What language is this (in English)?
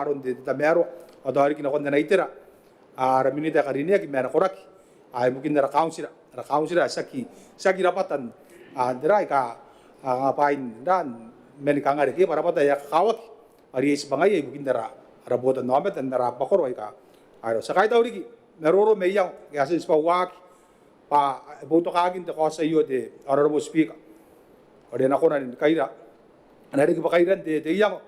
Gilbertese